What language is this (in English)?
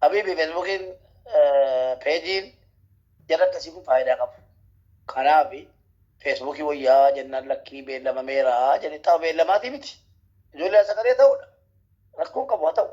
Oromo